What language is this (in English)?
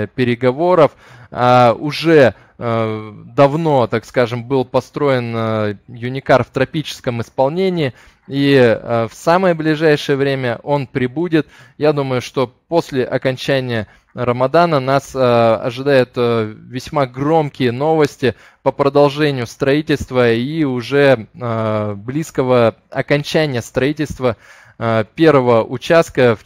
Russian